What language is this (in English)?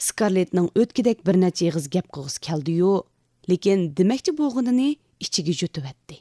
Uyghur